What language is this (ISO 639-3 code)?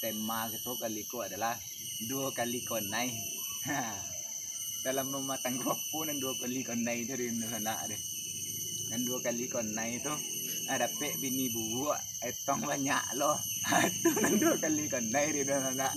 min